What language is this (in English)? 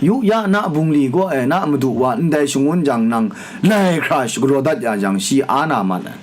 Kachin